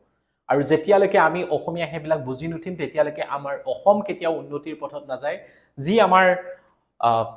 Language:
Assamese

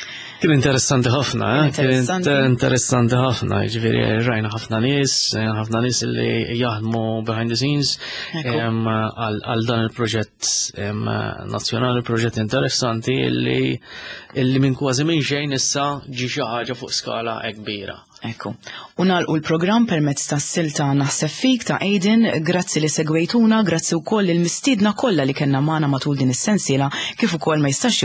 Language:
Maltese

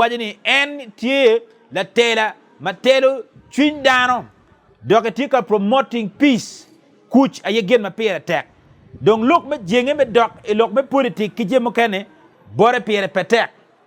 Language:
Acoli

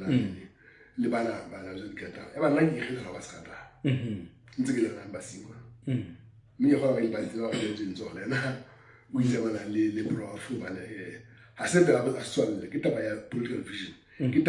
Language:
Southern Sotho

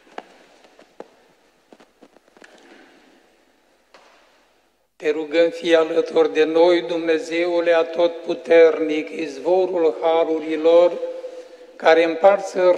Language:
Romanian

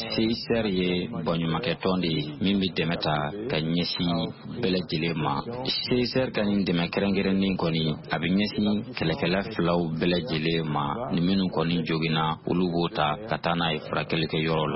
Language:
Bambara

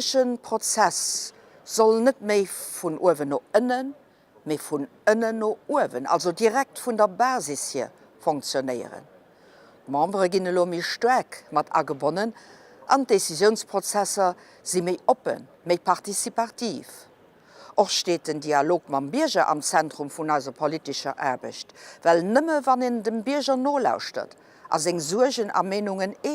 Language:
Luxembourgish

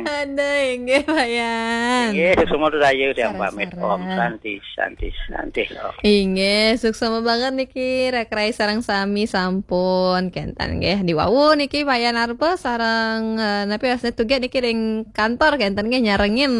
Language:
Balinese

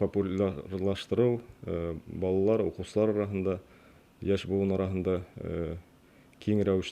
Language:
Bashkir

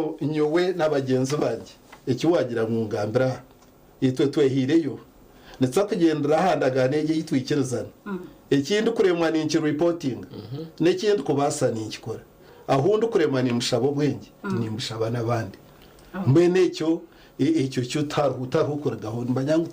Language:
Nyankole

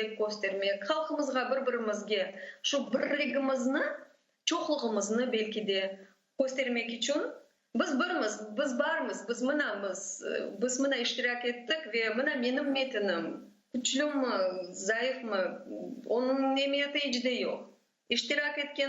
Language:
Crimean Tatar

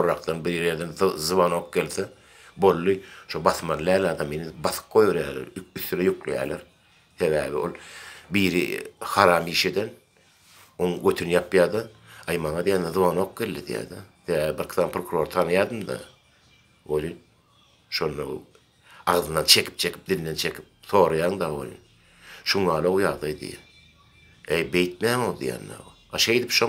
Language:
Turkmen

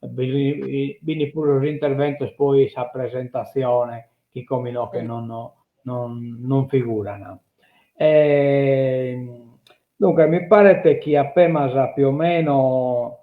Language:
Sardinian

